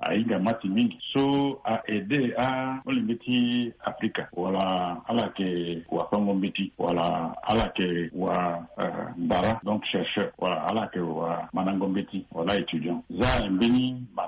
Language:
Sango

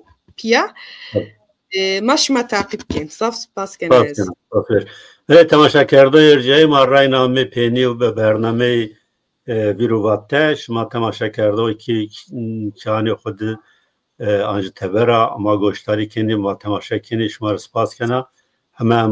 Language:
Zaza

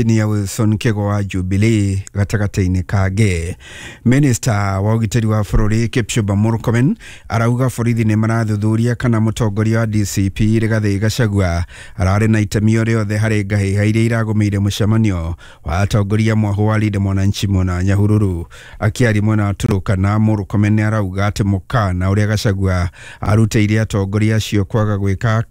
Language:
Kikuyu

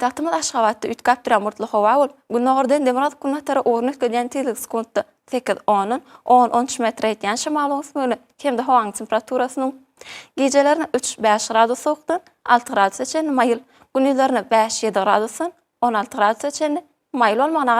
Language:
Turkmen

